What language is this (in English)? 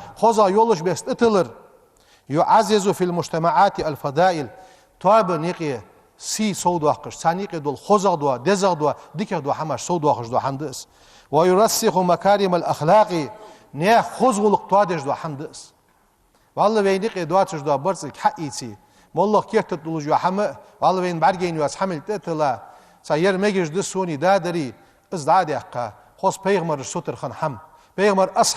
Ingush